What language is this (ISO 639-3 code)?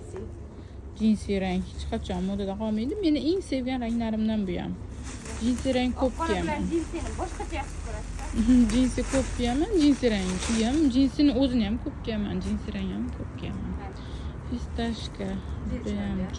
uzb